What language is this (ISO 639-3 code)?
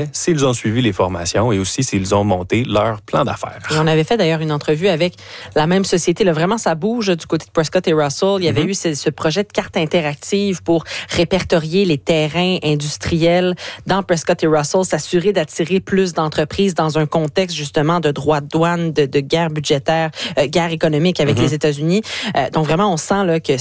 fra